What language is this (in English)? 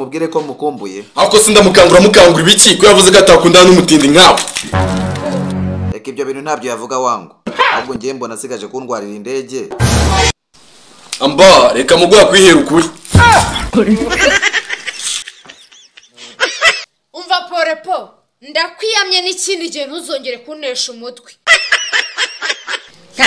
Kinyarwanda